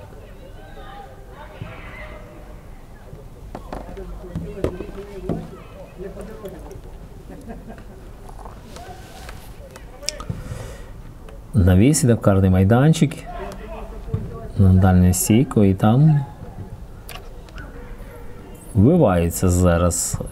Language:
Ukrainian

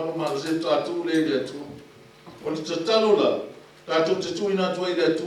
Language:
Samoan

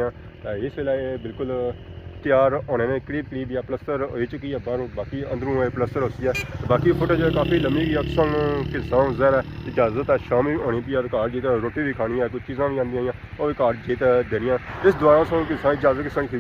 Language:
Pahari-Potwari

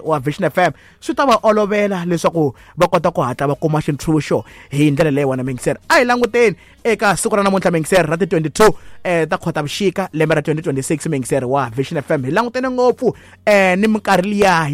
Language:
Tsonga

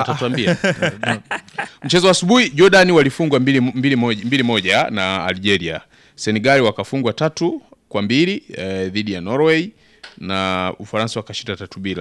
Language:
Swahili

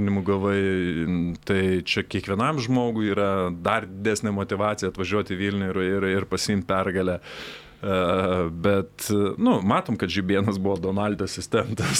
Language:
Lithuanian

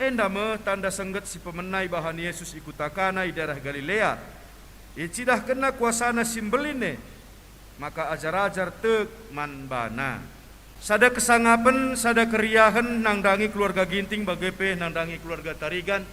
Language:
Batak Karo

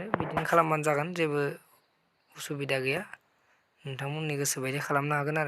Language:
Bodo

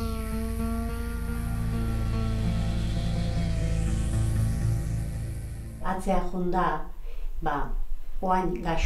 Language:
Basque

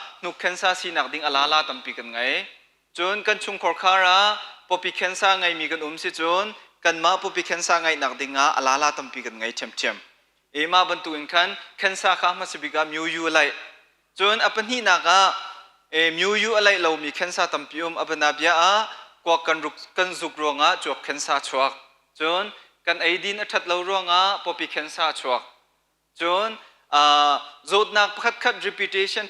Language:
Hakha Chin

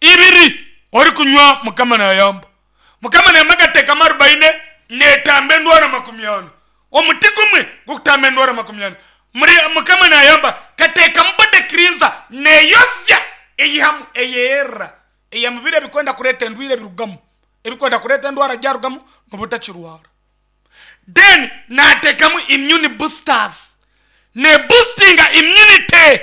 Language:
Nyankole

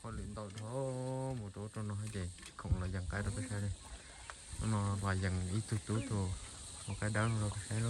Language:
Hmong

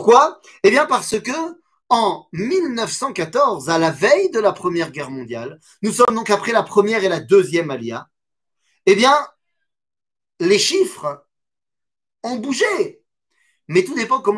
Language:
French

